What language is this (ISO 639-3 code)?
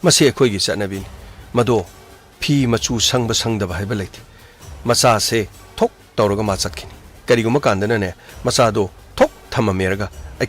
mni